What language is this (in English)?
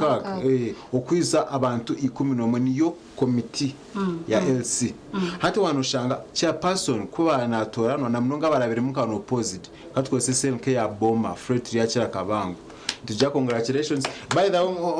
Nyankole